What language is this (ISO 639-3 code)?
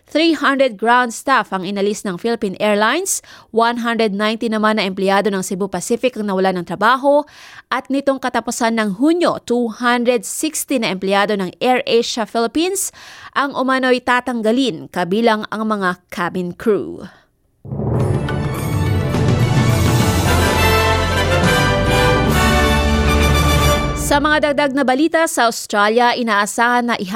fil